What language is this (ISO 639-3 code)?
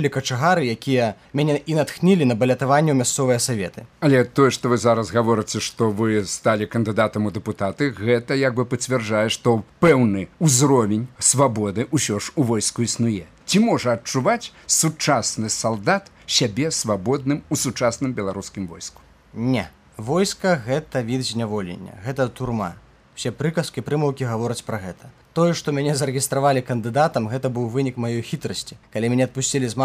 bel